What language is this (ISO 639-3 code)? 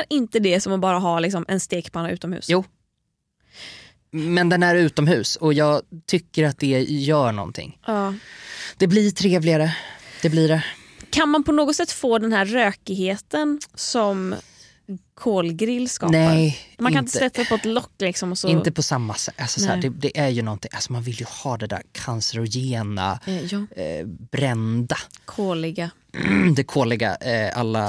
swe